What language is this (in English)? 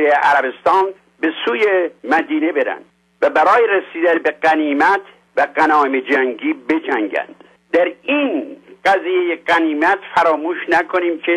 Persian